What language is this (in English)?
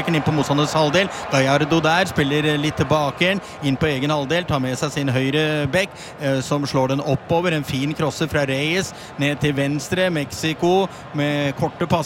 Norwegian